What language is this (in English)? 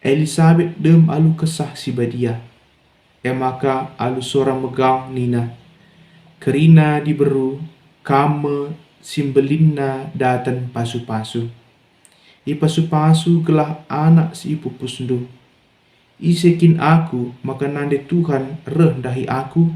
Batak Karo